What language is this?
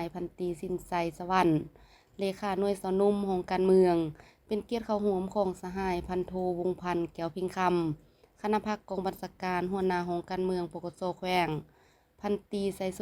Lao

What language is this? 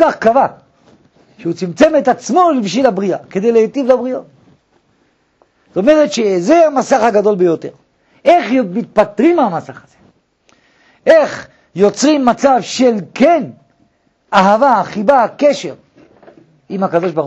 Hebrew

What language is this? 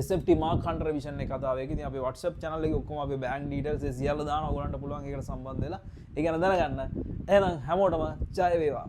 Sinhala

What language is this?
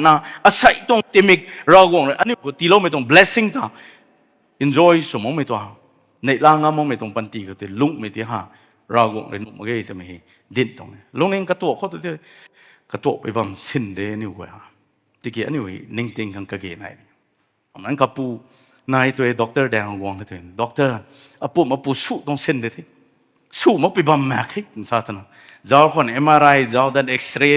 Rongmei Naga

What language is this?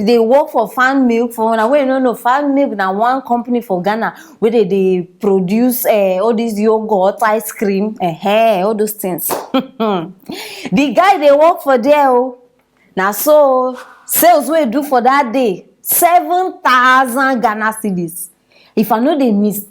Nigerian Pidgin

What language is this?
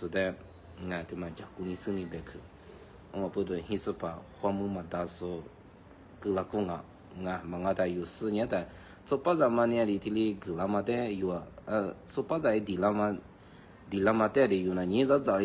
Lisu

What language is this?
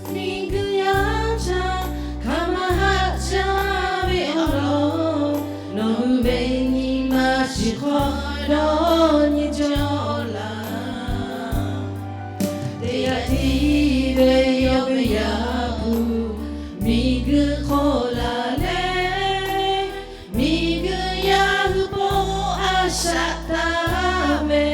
Lahu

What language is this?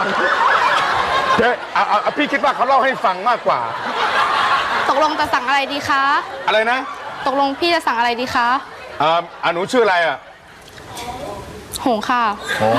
Thai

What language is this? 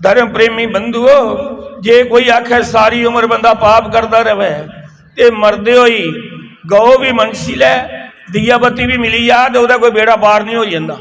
Dogri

